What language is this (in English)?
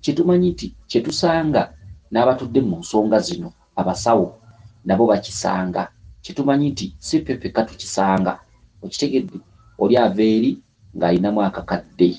Ganda